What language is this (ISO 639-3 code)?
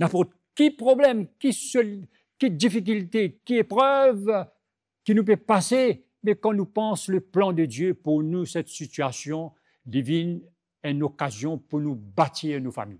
mfe